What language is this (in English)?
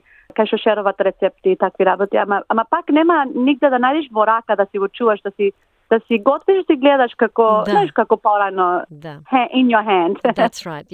Macedonian